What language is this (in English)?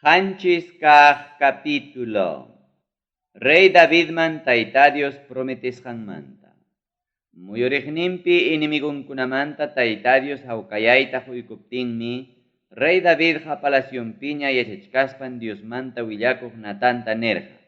Ayacucho Quechua